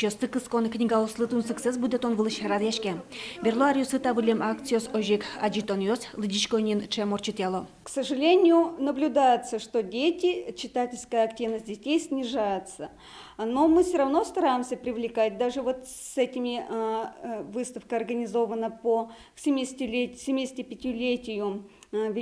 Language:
Udmurt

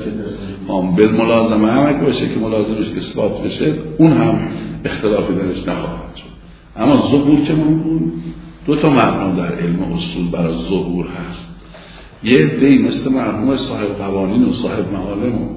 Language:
Persian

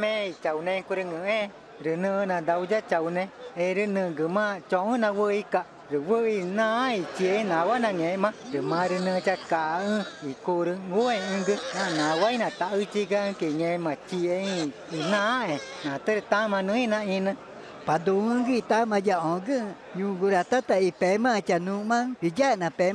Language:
Ticuna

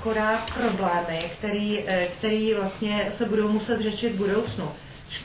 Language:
Czech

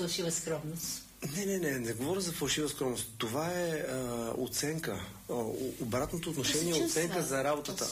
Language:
Bulgarian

